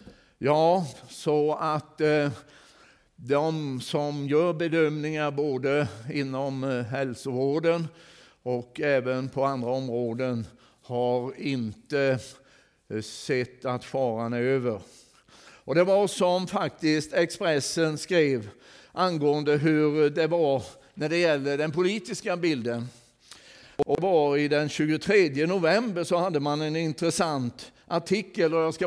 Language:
Swedish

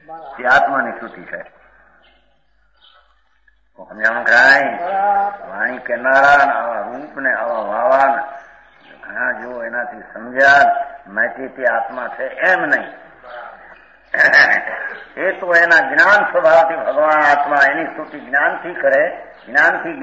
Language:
Gujarati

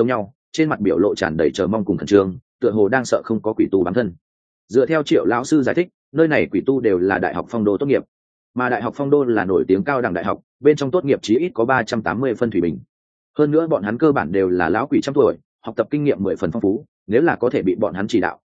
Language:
Vietnamese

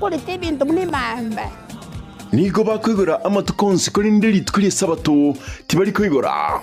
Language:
Gusii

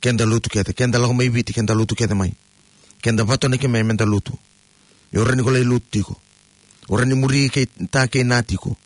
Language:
Fijian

